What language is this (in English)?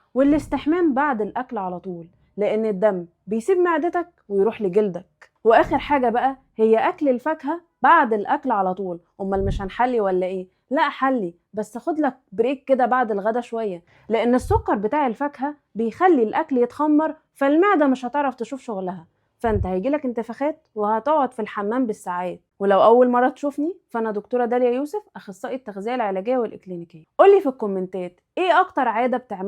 Egyptian Arabic